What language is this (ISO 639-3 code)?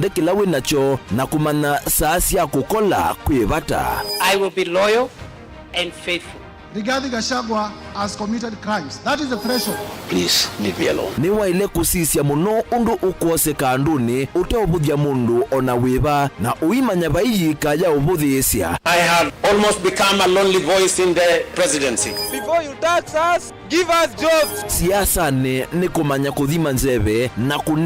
kam